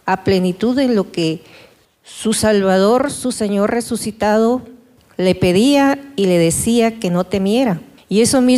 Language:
Spanish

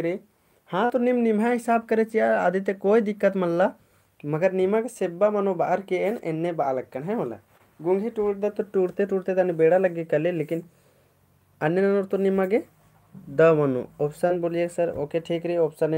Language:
Kurukh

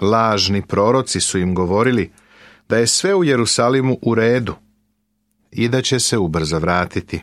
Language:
Serbian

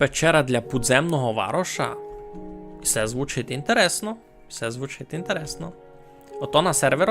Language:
Rusyn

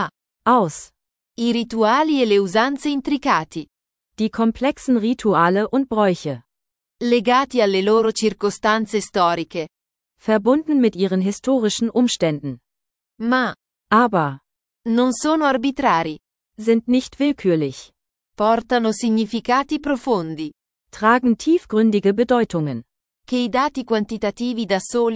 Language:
Italian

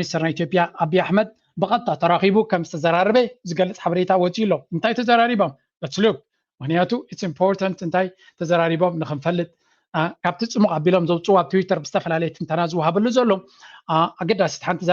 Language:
Tigrinya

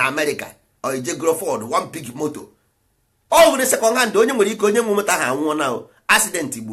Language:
Igbo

